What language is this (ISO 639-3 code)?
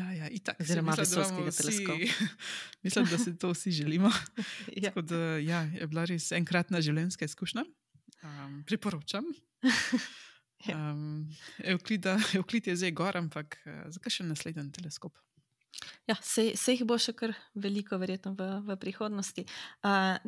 slv